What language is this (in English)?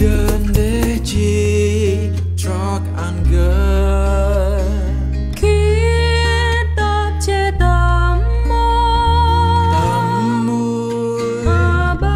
Central Mnong